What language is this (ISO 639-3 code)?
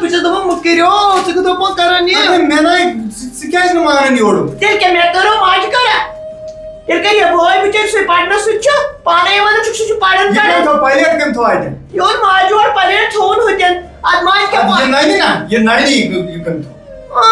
kas